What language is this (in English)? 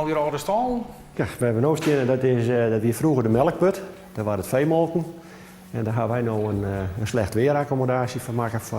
Western Frisian